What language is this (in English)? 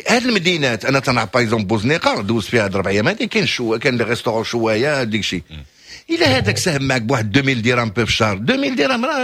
Moroccan Arabic